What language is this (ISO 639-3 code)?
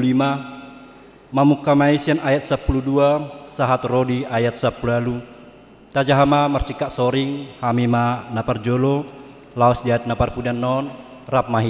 bbc